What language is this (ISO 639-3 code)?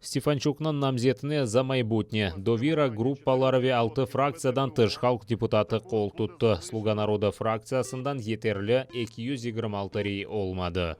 crh